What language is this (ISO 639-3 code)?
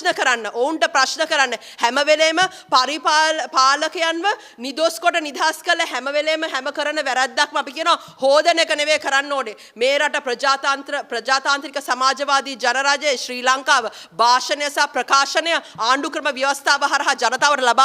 sin